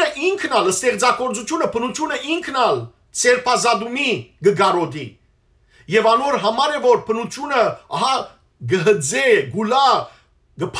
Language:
Western Armenian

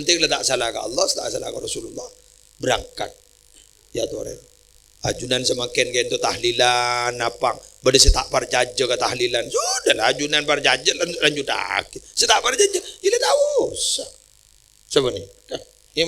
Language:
Madurese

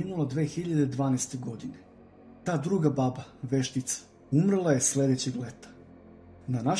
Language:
Serbian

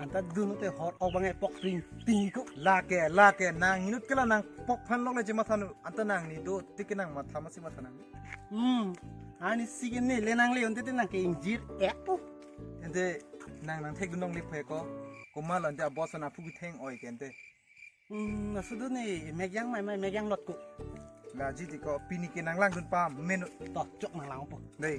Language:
Karbi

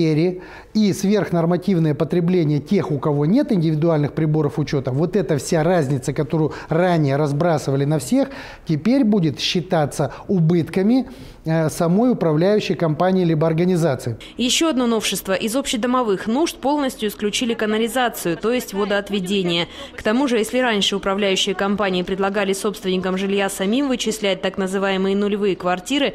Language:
Russian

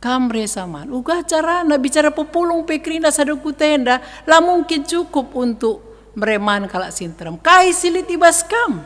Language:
Batak Karo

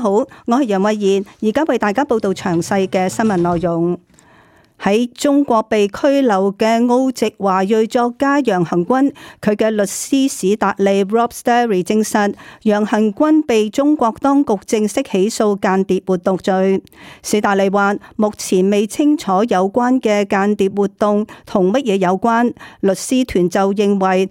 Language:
Cantonese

